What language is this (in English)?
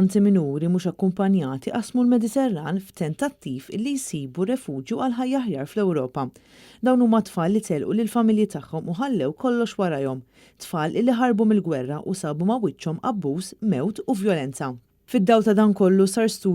Maltese